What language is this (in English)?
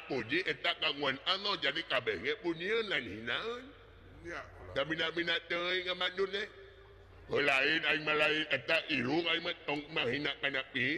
Sundanese